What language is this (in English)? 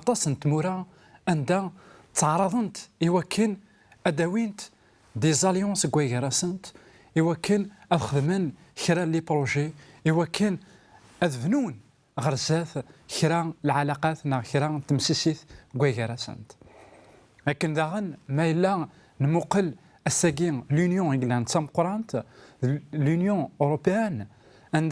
Kabyle